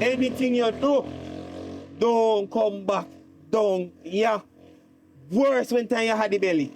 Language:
Jamaican Creole English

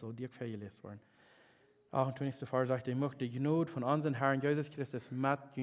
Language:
Plautdietsch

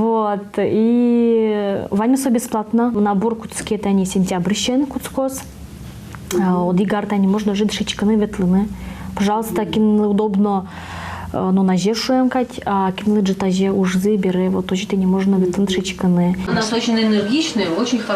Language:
Udmurt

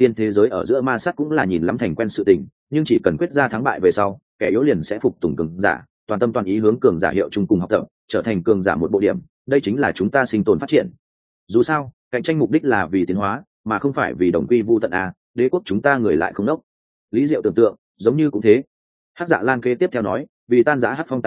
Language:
Vietnamese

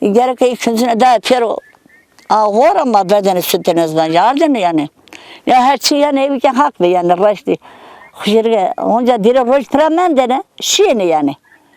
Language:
Zaza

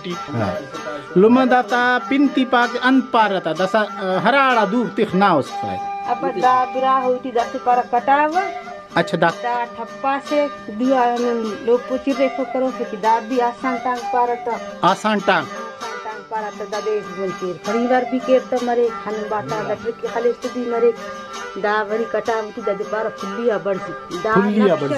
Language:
Brahui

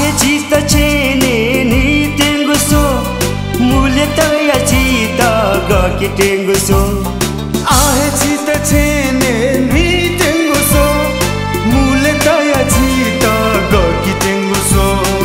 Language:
Newari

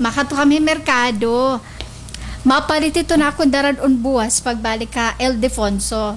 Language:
Waray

